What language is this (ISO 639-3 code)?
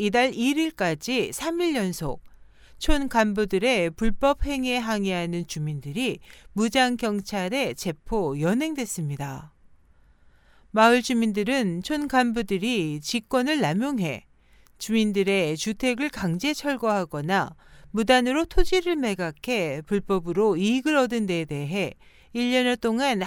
kor